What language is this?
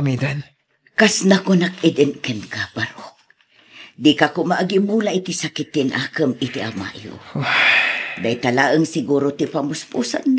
Iloko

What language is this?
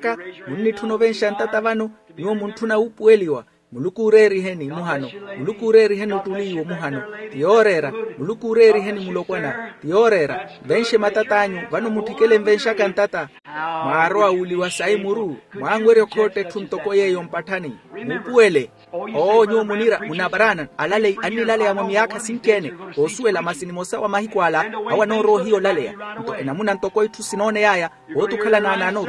Makhuwa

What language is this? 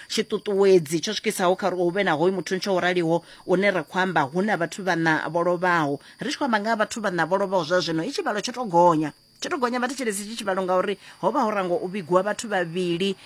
Venda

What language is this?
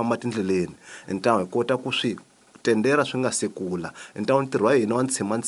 Tsonga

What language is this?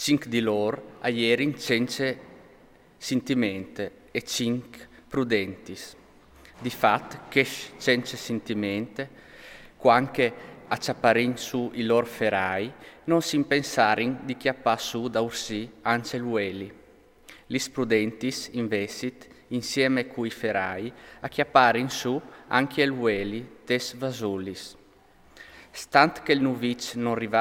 Friulian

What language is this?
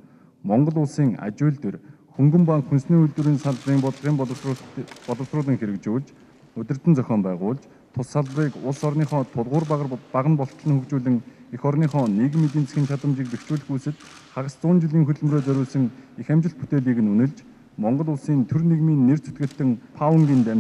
Mongolian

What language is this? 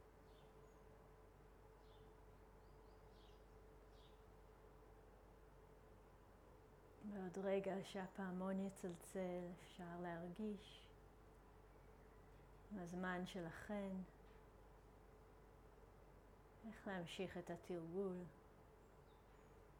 Hebrew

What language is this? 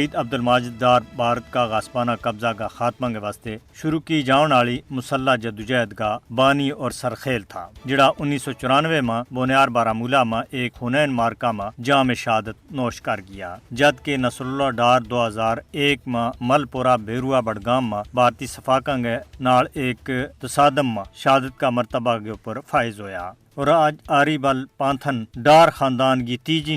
Gujari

